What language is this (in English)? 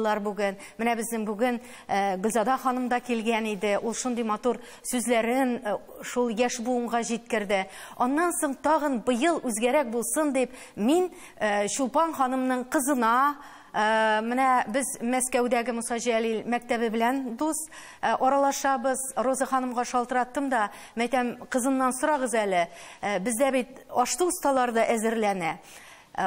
Tatar